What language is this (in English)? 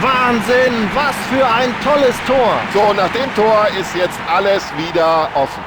Bavarian